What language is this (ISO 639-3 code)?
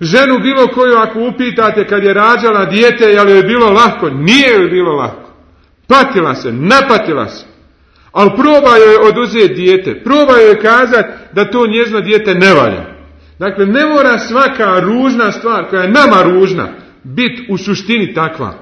bos